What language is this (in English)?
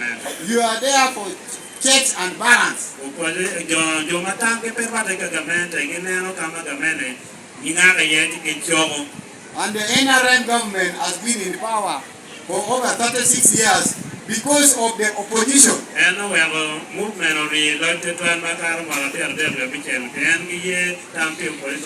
Lango (Uganda)